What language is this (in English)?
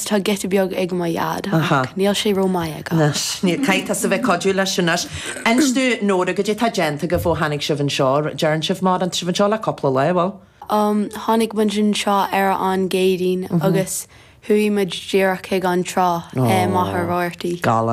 Irish